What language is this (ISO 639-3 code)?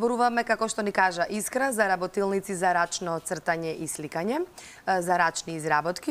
mkd